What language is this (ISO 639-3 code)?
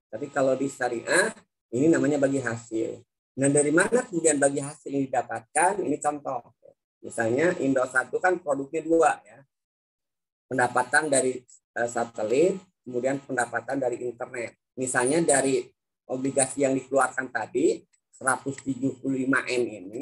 ind